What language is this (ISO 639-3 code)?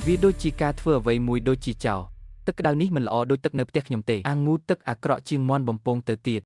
khm